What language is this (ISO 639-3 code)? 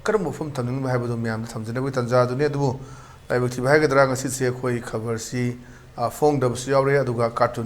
mni